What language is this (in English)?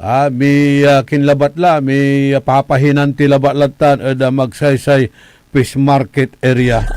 Pangasinan